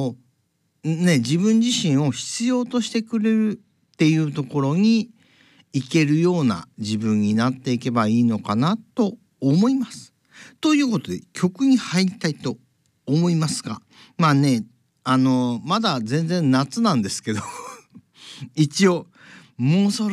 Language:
Japanese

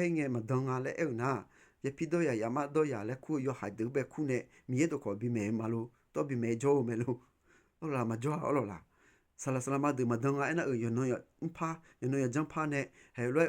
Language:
Akha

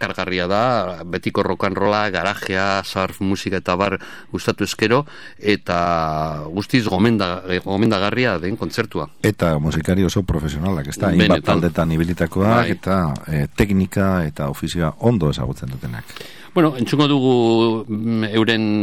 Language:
Basque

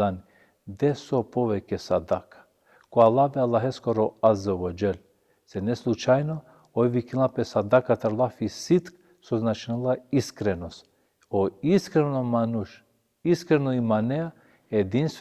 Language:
Balkan Romani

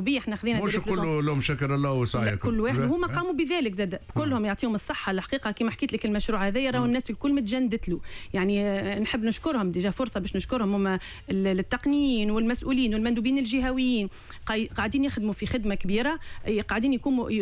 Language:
Tunisian Arabic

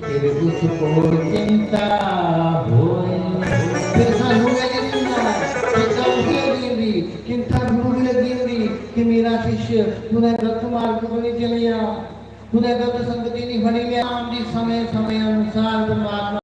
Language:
Dogri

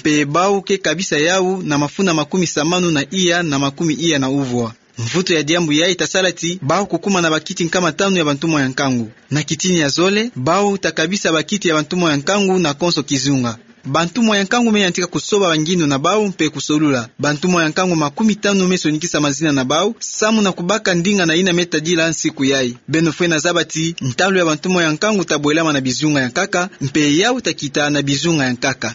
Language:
Kituba (Democratic Republic of Congo)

